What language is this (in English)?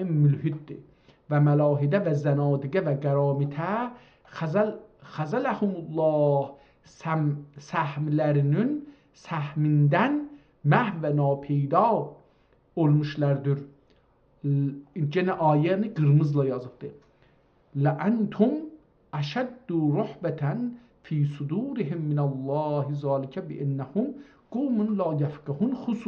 South Azerbaijani